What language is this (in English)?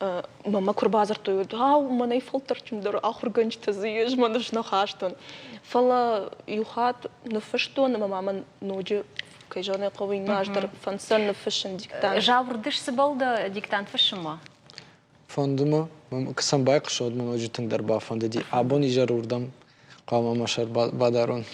Ossetic